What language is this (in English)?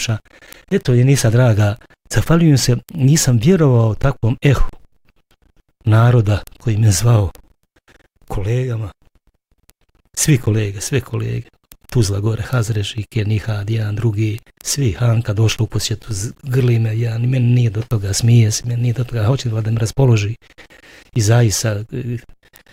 Bosnian